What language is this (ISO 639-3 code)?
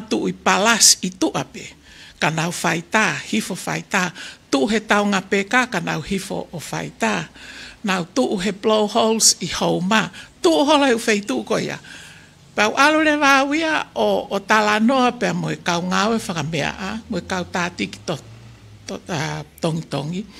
ton